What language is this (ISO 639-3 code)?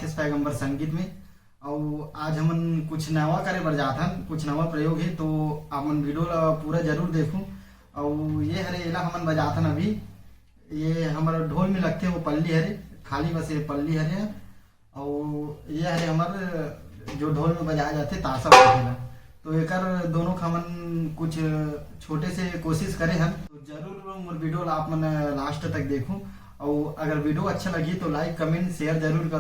hne